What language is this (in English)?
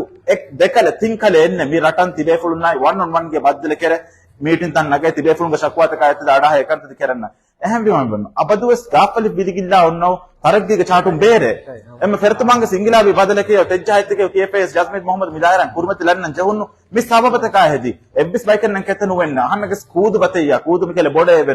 Divehi